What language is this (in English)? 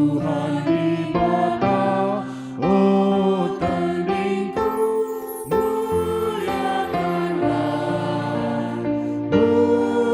Batak Karo